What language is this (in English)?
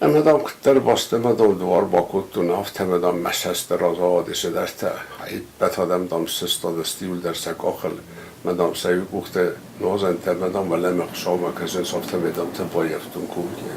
Ossetic